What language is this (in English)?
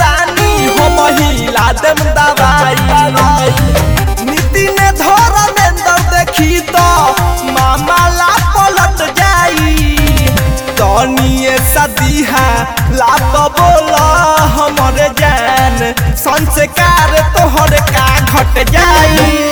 Bhojpuri